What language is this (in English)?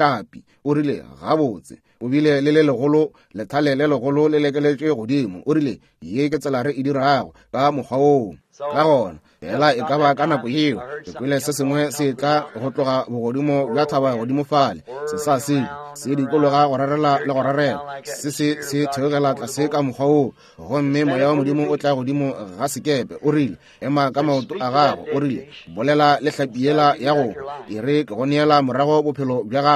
Northern Sotho